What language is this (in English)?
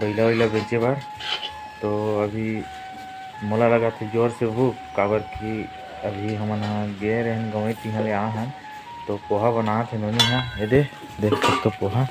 Chhattisgarhi